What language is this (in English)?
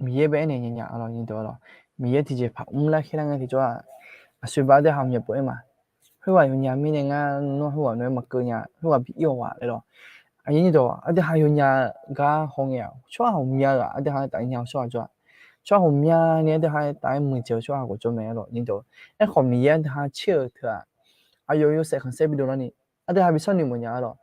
Akha